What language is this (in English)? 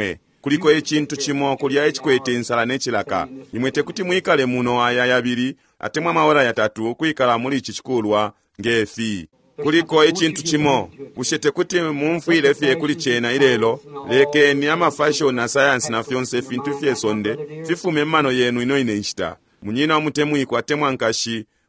Bemba